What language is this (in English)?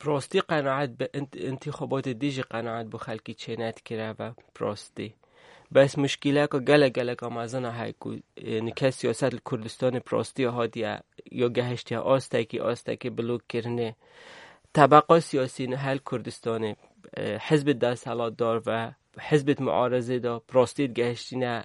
Kurdish